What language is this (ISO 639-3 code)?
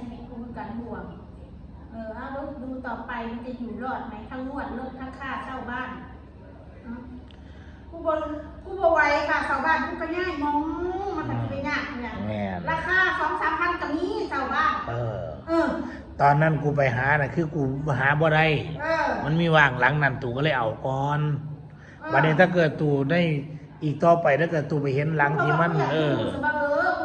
tts